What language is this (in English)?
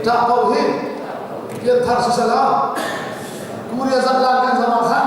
Hakha Chin